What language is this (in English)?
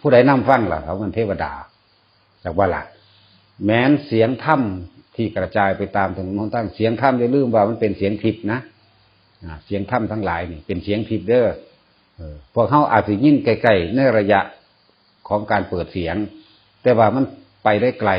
Northeastern Thai